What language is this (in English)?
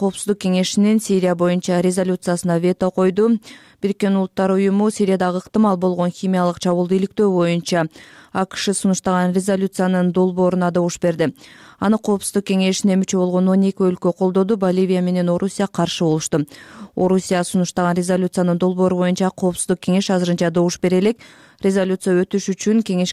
Kyrgyz